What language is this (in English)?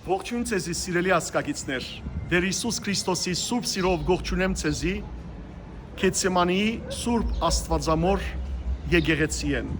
Western Armenian